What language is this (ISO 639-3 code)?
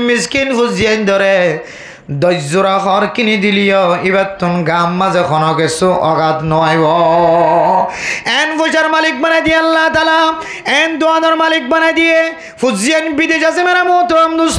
rhg